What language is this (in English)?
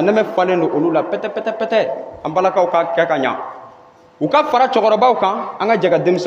Bambara